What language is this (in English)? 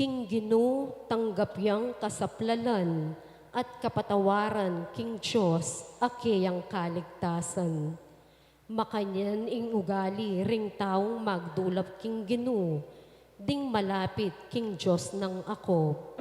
Pampanga